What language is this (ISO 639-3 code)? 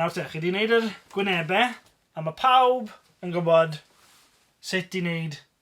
cym